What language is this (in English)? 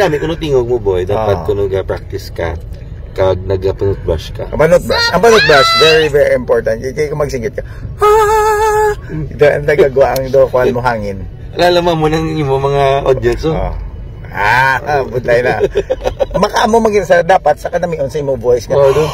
Hiligaynon